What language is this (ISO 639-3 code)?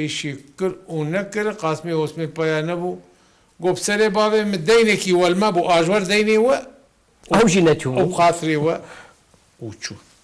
kur